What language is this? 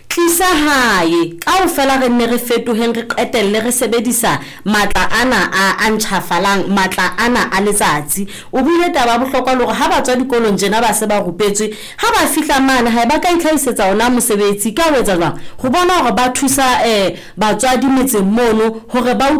Southern Sotho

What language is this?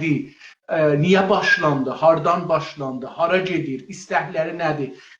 South Azerbaijani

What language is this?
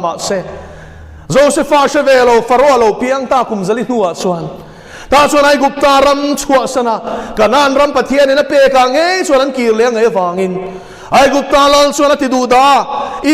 Mizo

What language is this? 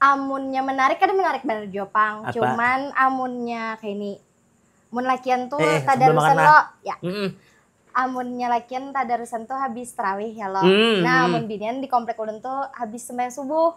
Banjar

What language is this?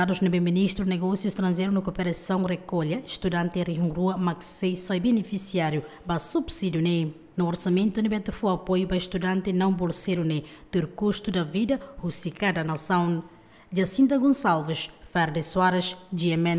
Tetum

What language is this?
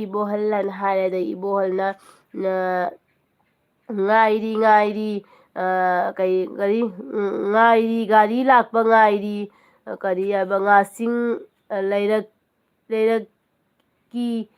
Manipuri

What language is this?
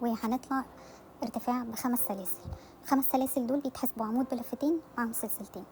Egyptian Arabic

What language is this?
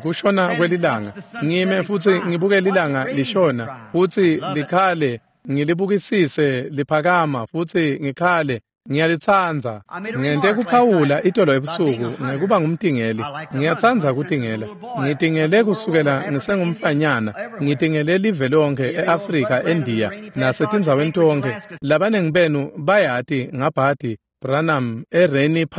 Swati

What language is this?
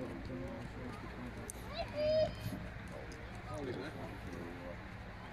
Czech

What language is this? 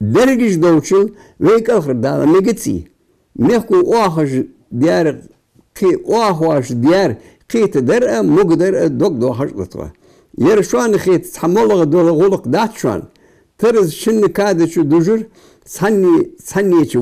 Ingush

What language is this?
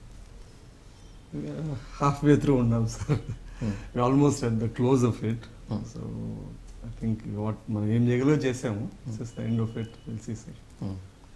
Telugu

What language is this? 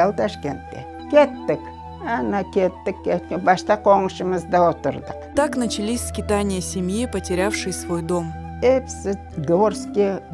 Crimean Tatar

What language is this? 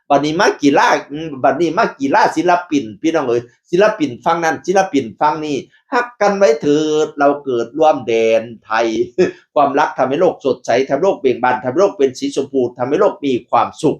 Northeastern Thai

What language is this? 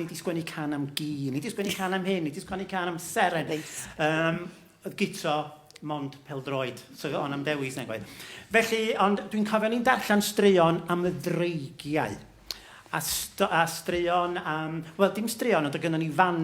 Welsh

